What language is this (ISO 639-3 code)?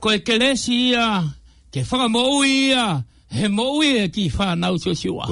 ton